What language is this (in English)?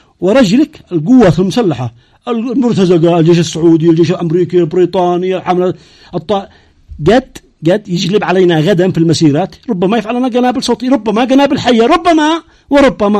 Arabic